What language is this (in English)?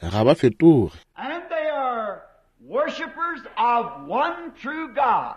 Northern Sotho